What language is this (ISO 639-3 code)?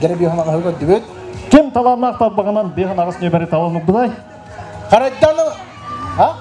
sah